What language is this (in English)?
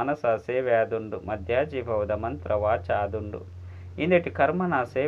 Tulu